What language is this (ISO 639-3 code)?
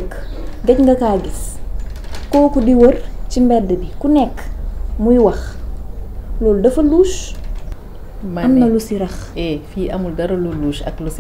wol